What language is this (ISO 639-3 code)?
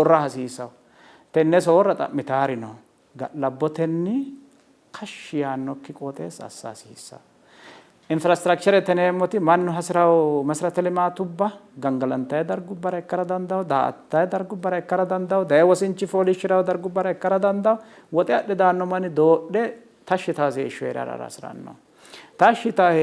sid